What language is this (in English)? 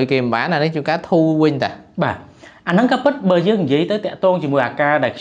Khmer